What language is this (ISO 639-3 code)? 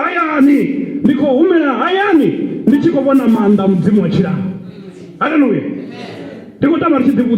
ven